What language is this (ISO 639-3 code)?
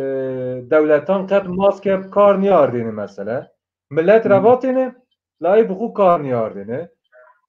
zza